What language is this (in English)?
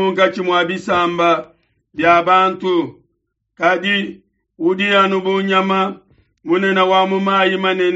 Luba-Lulua